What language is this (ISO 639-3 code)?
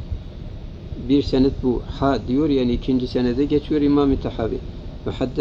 tur